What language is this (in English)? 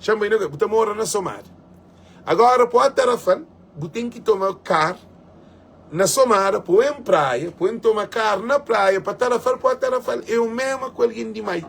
Kabuverdianu